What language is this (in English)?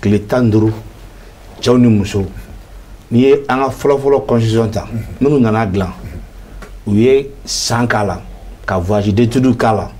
Bambara